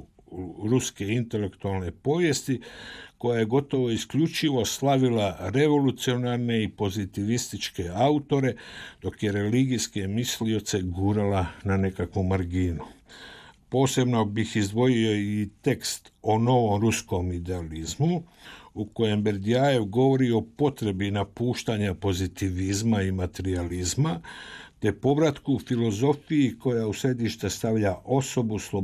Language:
Croatian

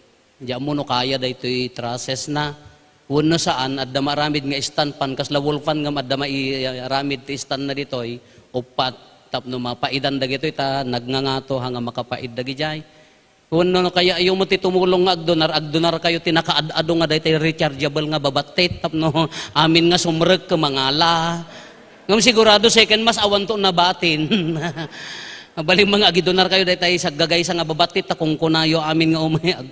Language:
Iloko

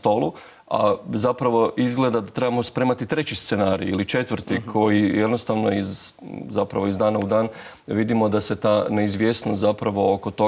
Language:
Croatian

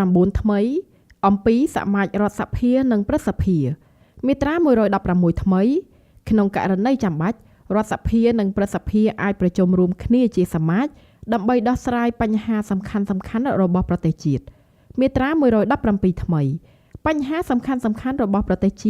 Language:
Khmer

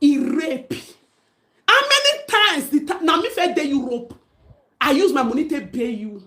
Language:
Nigerian Pidgin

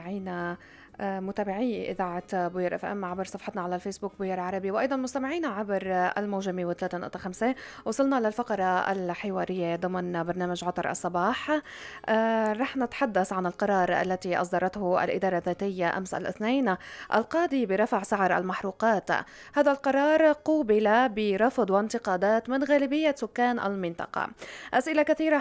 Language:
North Levantine Arabic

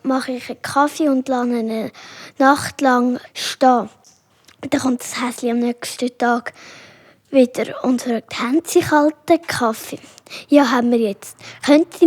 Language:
Swiss German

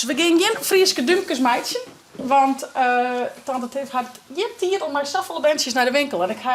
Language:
Western Frisian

